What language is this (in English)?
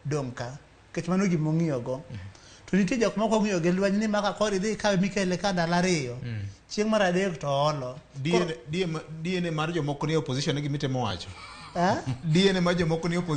Luo (Kenya and Tanzania)